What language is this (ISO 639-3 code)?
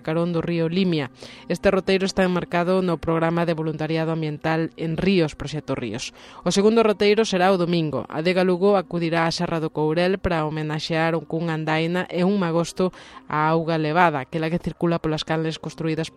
glg